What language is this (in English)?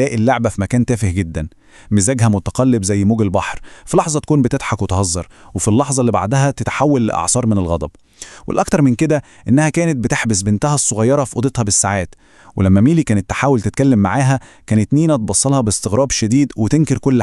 Egyptian Arabic